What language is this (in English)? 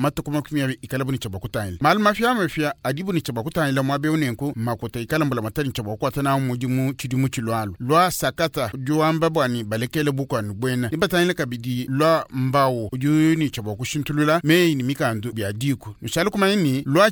Luba-Lulua